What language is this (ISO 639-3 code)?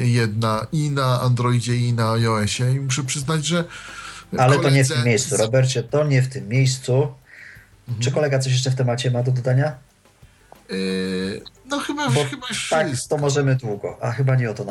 pol